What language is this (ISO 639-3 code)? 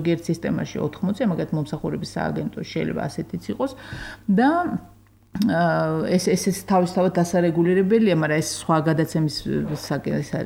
kat